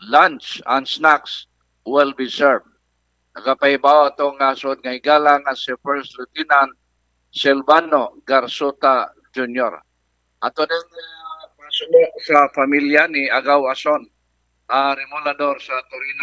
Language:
Cebuano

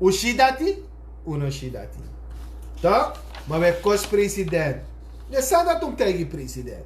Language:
Sranan Tongo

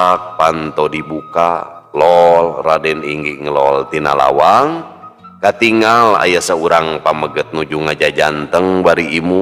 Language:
Sundanese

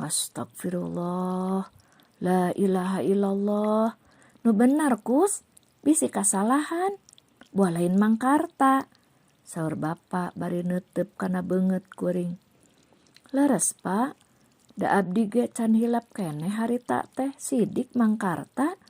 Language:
Sundanese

